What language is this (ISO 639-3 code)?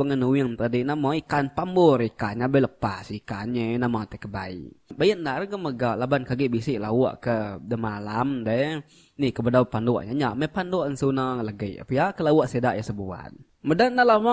iba